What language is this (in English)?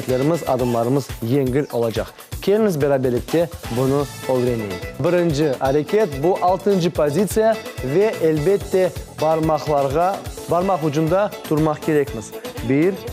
Crimean Tatar